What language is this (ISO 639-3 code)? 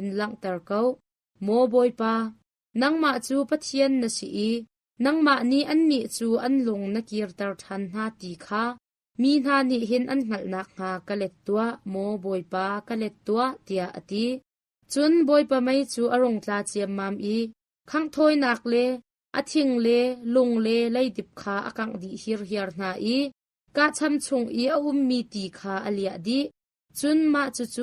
cnh